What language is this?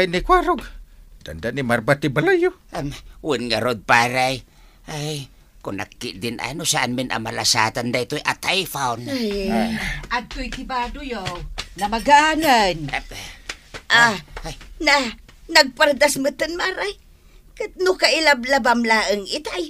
Iloko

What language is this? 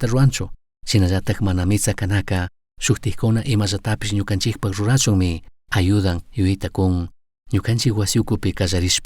Chimborazo Highland Quichua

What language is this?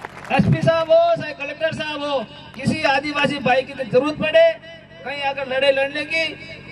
Hindi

